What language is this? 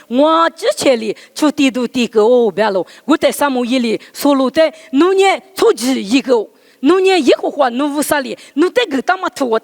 Lisu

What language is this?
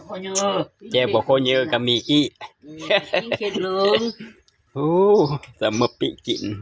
Northeastern Thai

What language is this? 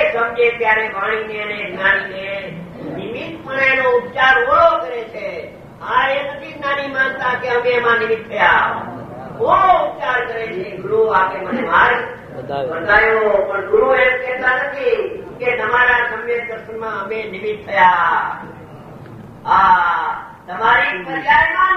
Gujarati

